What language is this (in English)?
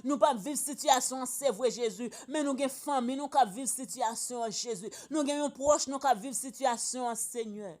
Haitian Creole